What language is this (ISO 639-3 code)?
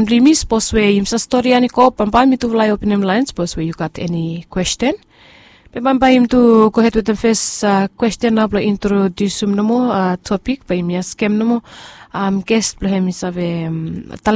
bis